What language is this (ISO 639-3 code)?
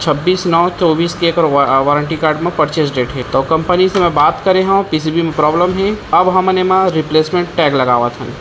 hne